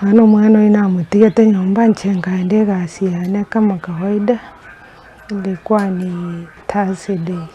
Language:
Gusii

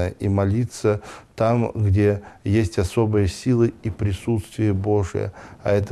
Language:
Russian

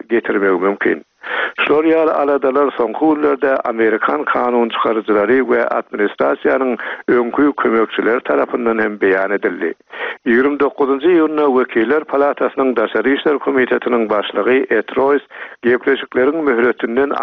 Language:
Turkmen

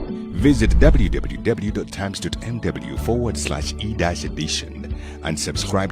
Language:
Nyanja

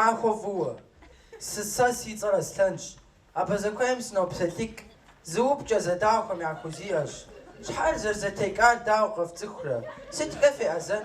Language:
Kabardian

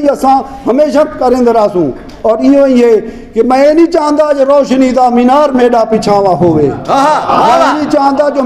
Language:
Saraiki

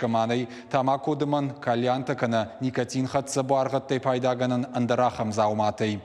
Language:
Ossetic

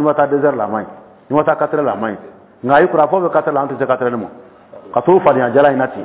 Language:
Dyula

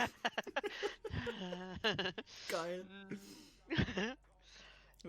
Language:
Swiss German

